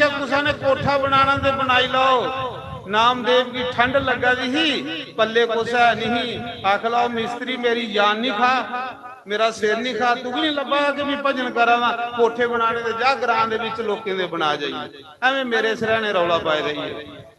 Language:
Dogri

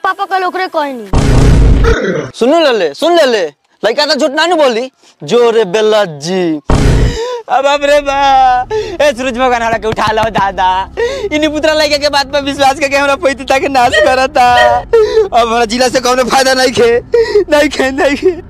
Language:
Bhojpuri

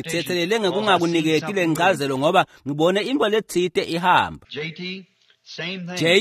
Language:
Swati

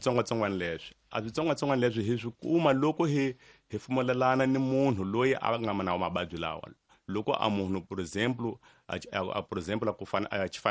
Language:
Tsonga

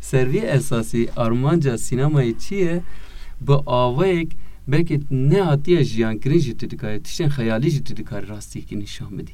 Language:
Kurdish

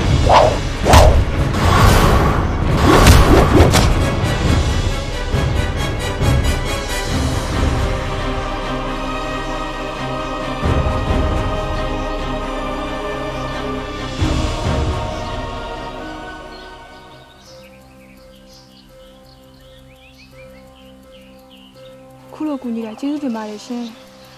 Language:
Burmese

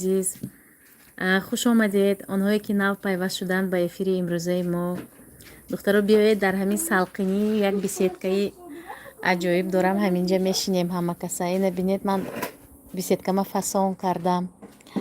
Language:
Tajik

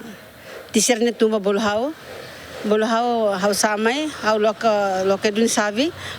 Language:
Tetum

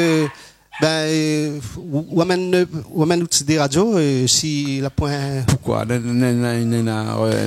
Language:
Réunion Creole French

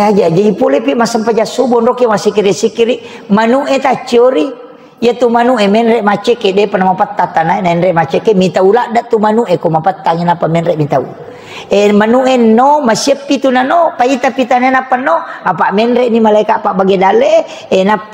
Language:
Buginese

